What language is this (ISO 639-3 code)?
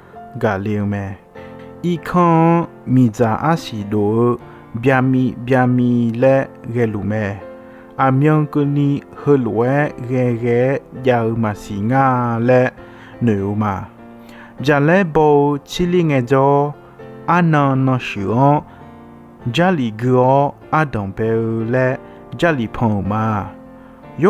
ahk